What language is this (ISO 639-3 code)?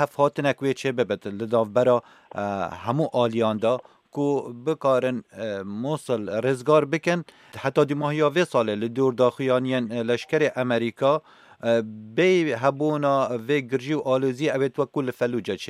kur